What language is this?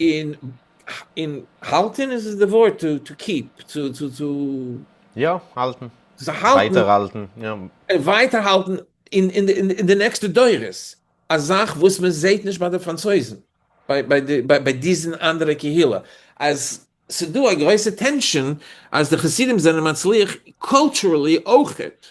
Yiddish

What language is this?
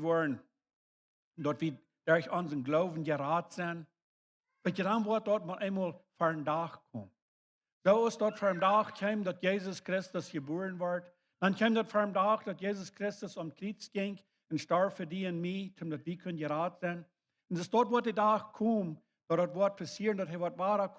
Plautdietsch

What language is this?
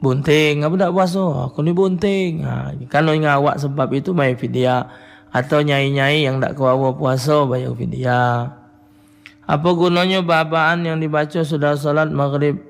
Musi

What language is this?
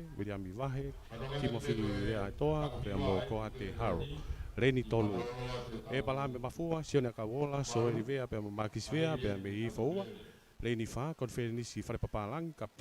Tongan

